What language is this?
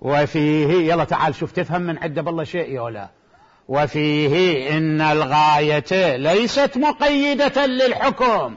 Mesopotamian Arabic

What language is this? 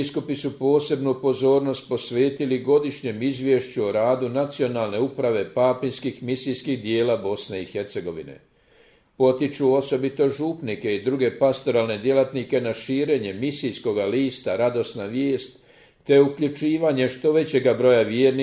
Croatian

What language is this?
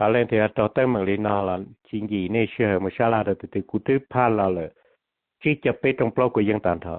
Hmong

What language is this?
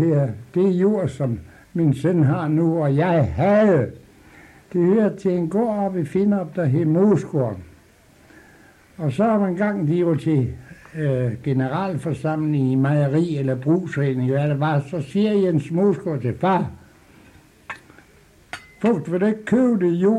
Danish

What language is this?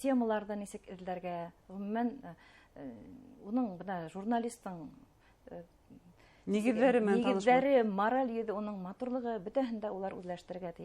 Bashkir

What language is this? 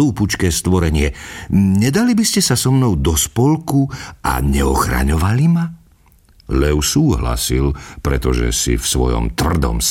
Slovak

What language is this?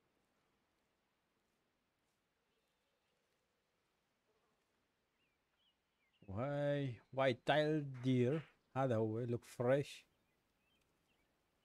Arabic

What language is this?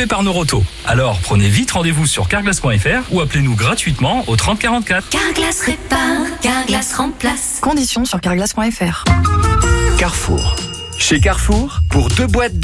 French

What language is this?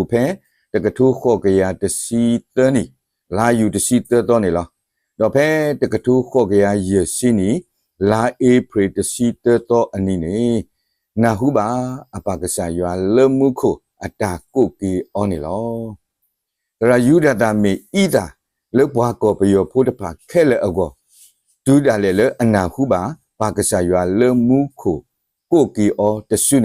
S'gaw Karen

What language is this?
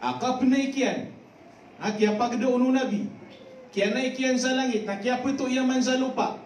Maranao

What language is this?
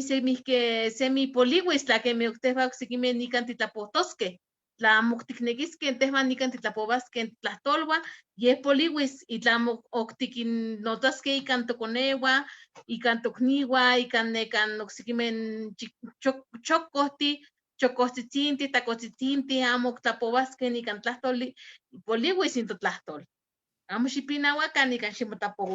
Eastern Huasteca Nahuatl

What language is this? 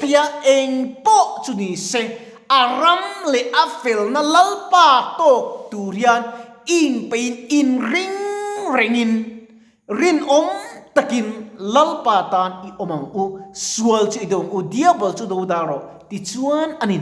Mizo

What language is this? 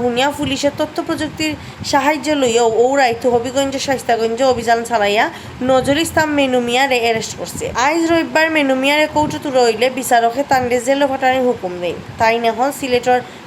Sylheti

